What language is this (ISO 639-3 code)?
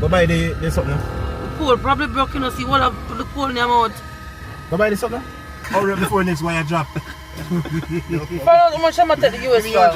jam